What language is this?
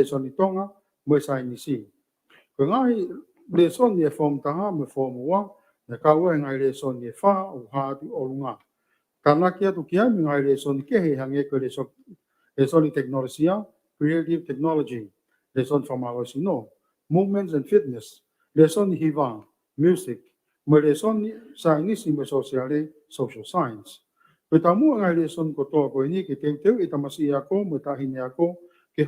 Tongan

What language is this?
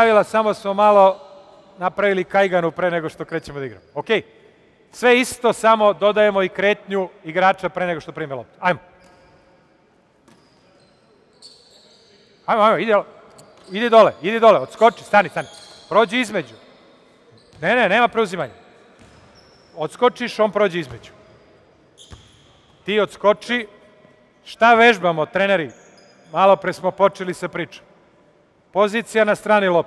Serbian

